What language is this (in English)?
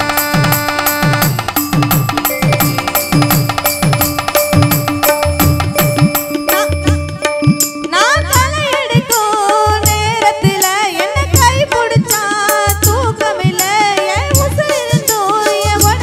Tamil